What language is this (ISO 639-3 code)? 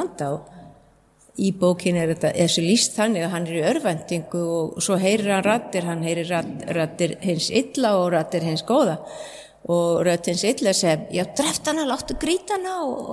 isl